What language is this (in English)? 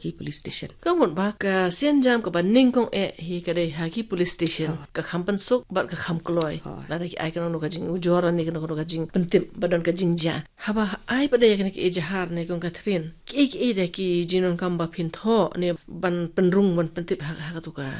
Khasi